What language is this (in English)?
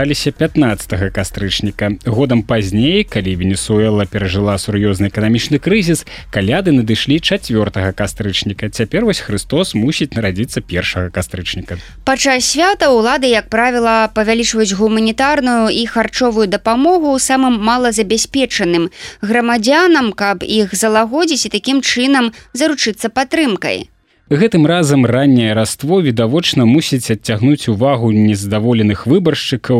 Belarusian